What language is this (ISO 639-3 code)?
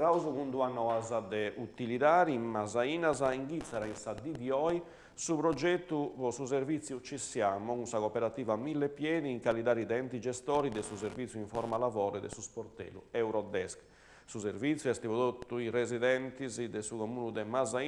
srd